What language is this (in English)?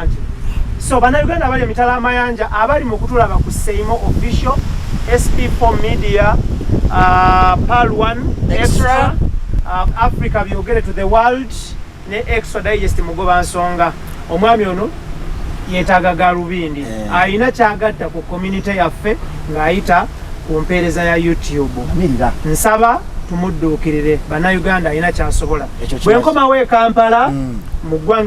Ganda